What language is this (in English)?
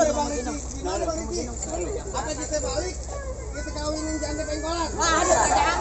Betawi